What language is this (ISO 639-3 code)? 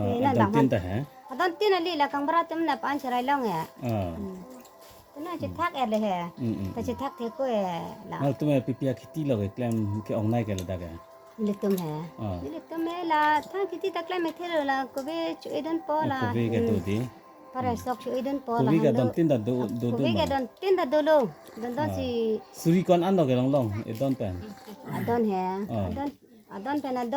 mjw